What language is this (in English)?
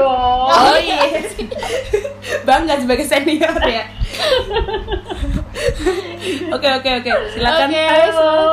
Indonesian